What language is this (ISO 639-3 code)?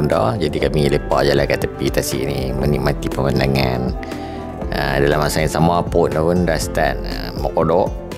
msa